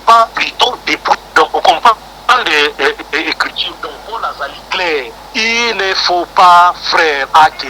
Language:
Lingala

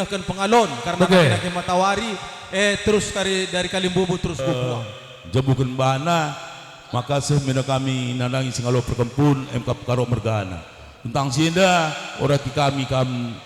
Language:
Batak Karo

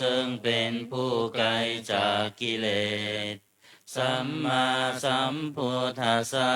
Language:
Pali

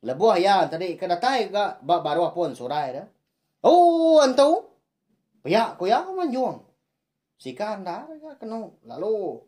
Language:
Iban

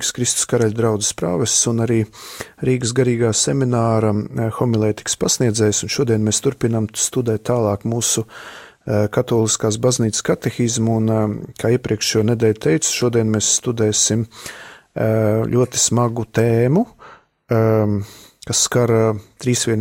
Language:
Latvian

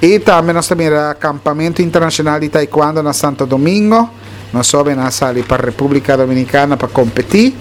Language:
Papiamento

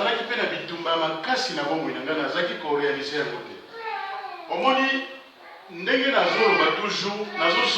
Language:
Lingala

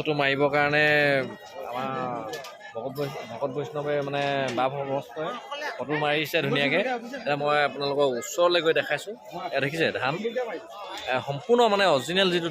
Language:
Assamese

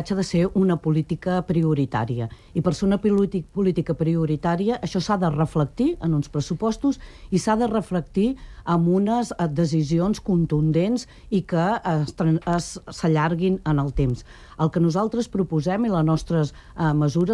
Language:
Catalan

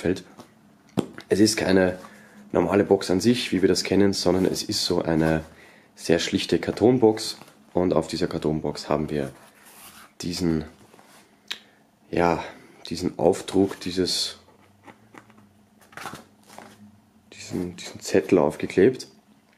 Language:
German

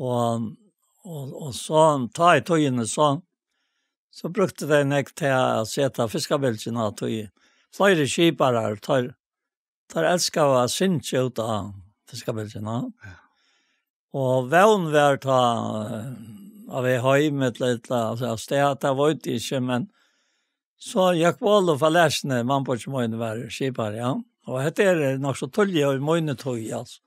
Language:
Faroese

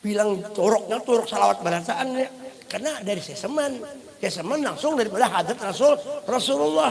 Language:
Banjar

